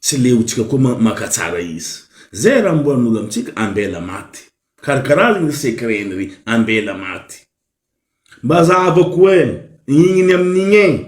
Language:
Malagasy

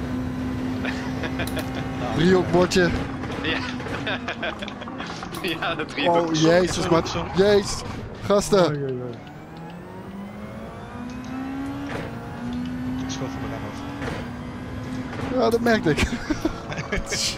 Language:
Dutch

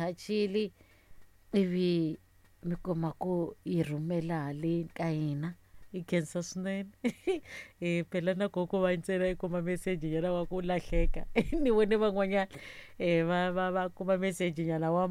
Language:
Tsonga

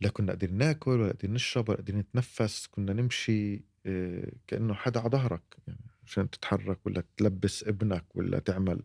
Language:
North Levantine Arabic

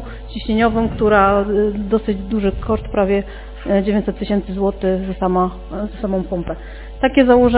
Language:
Polish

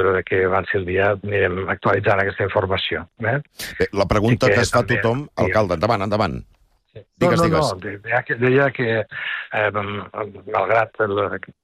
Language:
Catalan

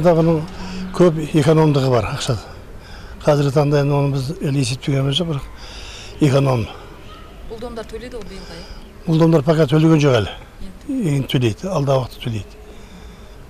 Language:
Kazakh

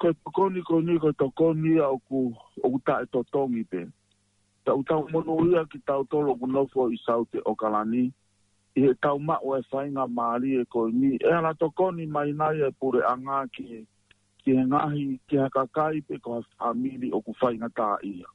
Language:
Tongan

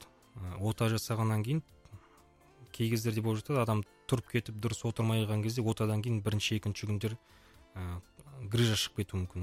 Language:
Kazakh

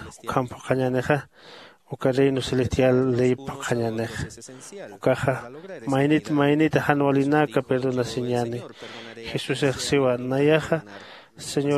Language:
Aymara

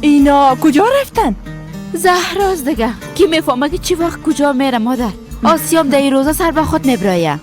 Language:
Persian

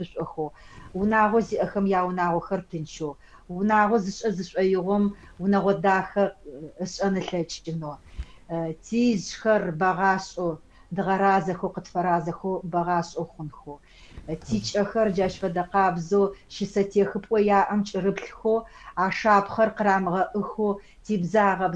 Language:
Adyghe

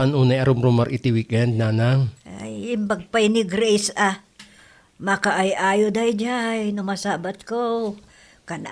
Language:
Iloko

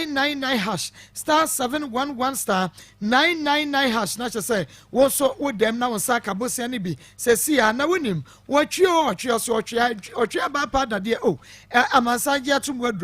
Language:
Akan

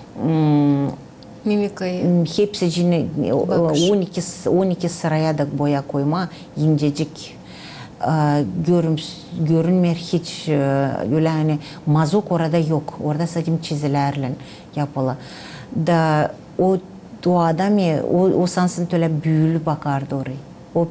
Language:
Gagauz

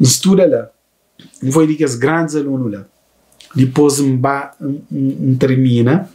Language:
Kabuverdianu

